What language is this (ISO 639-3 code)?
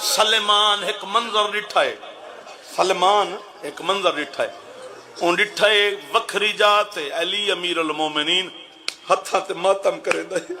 skr